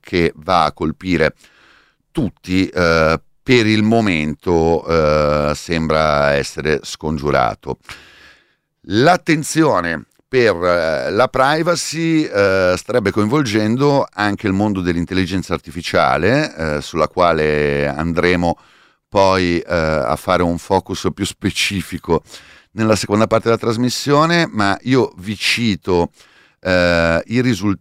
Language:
Italian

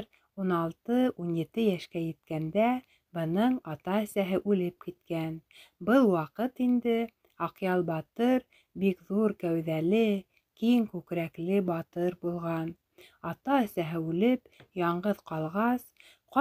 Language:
Bashkir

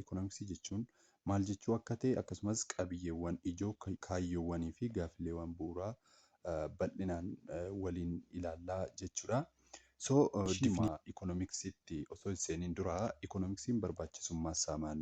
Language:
Oromo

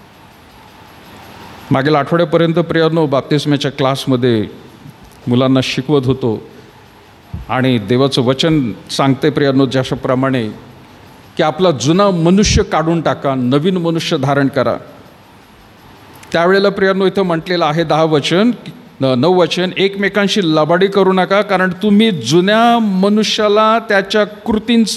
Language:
Marathi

